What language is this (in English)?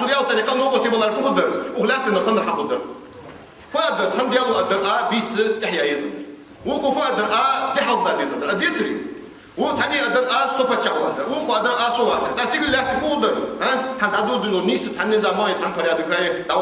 Ingush